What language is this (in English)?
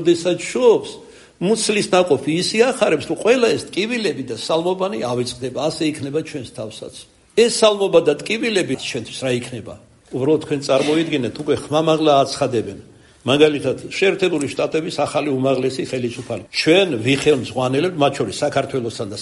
Georgian